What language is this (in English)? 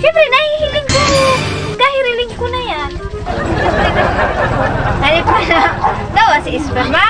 Bikol